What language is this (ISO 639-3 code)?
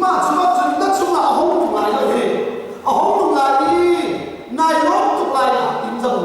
cnh